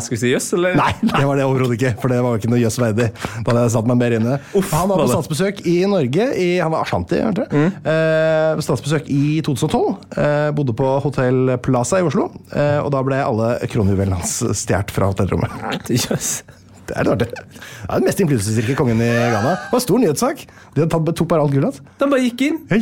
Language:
Norwegian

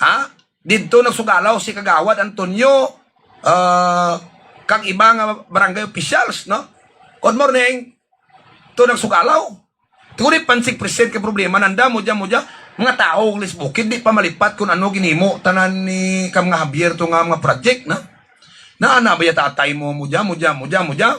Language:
Hiligaynon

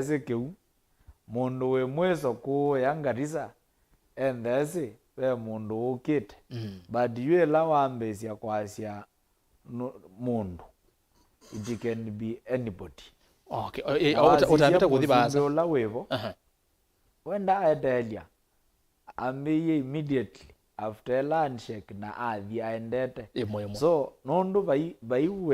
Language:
Kamba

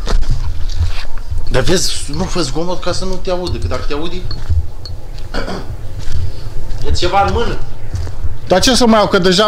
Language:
Romanian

